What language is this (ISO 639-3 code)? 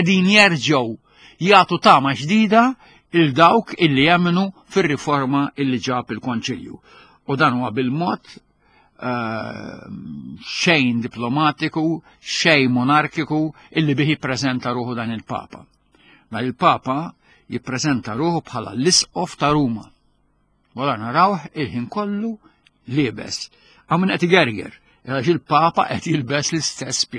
mlt